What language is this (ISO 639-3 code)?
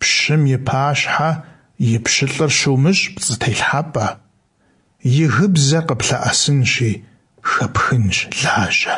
kbd